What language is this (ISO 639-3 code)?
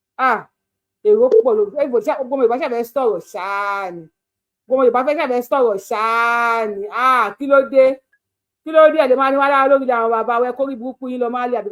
yor